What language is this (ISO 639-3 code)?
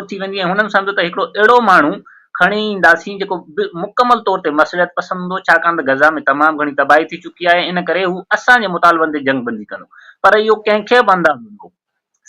snd